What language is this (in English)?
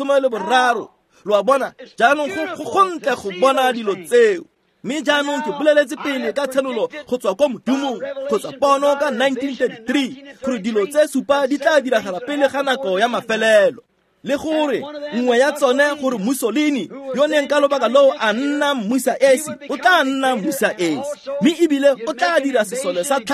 Tswana